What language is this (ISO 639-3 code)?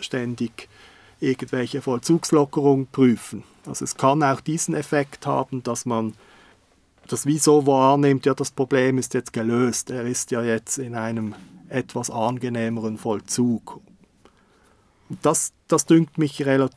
deu